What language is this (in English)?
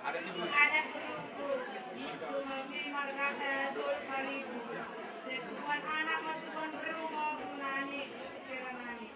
Batak Toba